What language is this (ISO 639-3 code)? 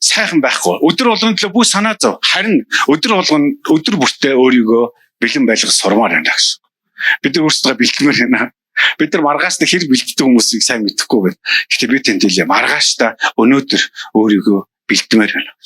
mon